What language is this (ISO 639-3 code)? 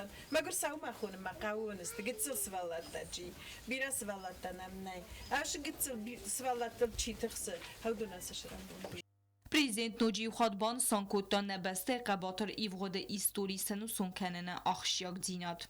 oss